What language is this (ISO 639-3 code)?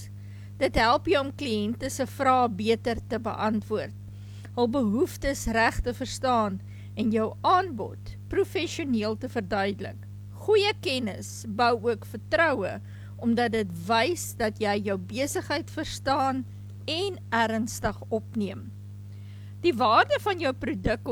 afr